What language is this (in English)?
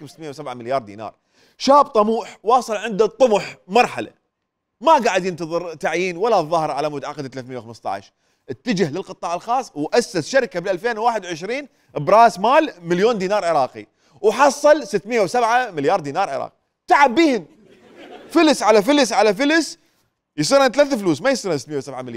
Mesopotamian Arabic